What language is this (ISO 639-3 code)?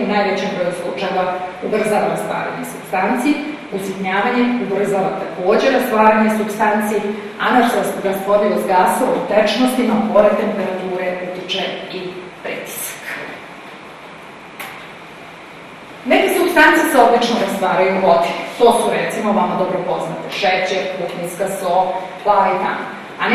srp